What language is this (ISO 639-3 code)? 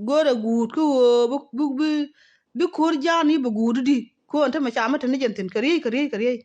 nus